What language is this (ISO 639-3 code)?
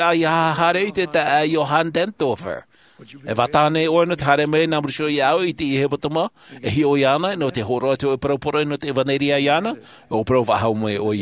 tah